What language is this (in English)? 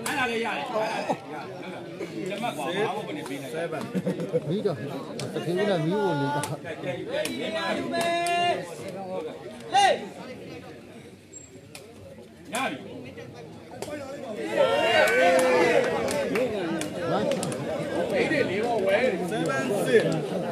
Burmese